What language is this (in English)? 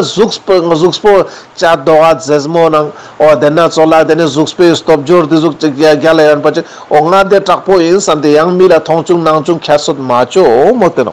Ladakhi